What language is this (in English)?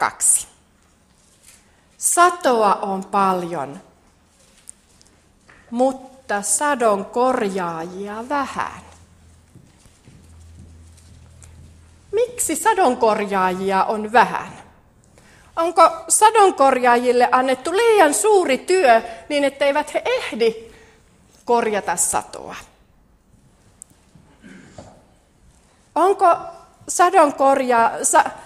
Finnish